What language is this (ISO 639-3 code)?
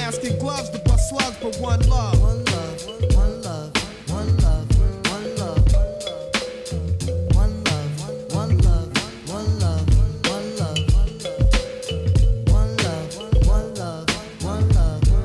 eng